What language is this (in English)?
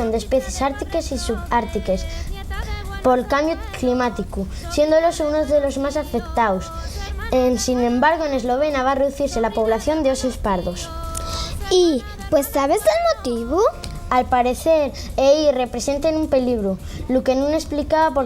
Asturian